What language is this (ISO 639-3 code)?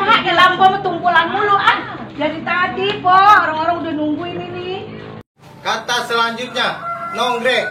bew